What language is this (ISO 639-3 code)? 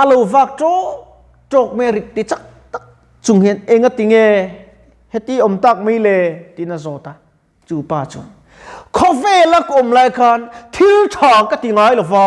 lus